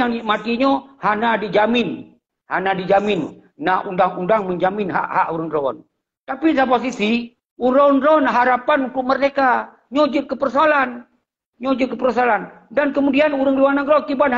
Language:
Achinese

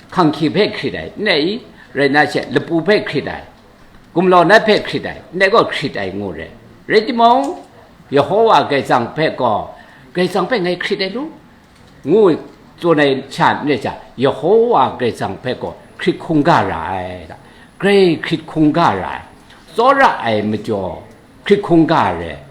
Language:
Kachin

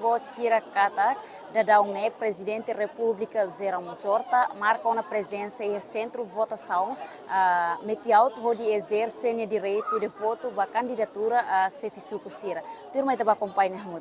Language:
Tetum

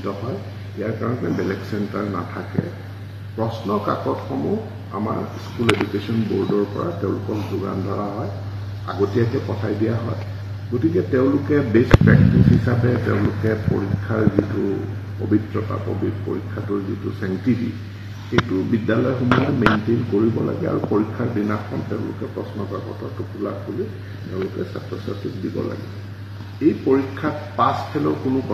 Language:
Assamese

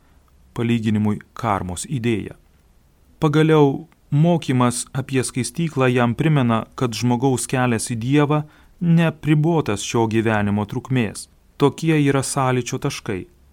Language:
Lithuanian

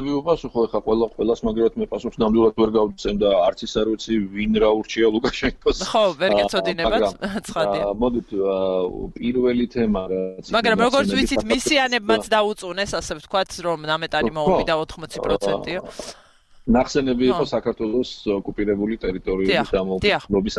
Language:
Georgian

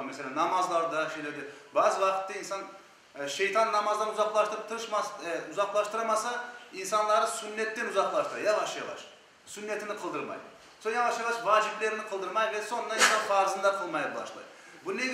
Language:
Crimean Tatar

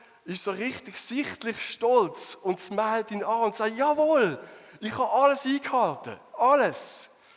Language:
Swiss German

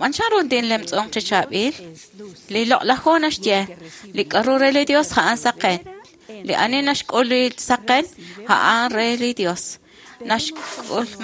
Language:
Kekchí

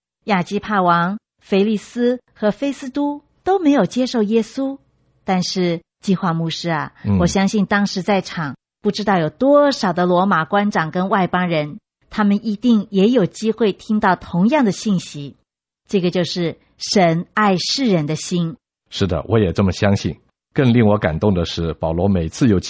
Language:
Chinese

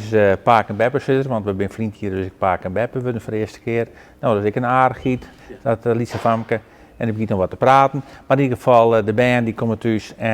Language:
Western Frisian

